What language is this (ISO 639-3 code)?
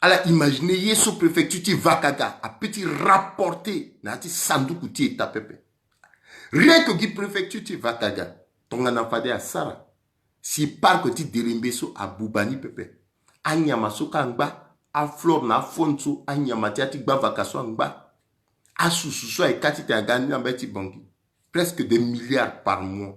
sag